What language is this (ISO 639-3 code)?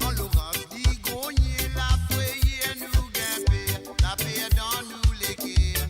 mfe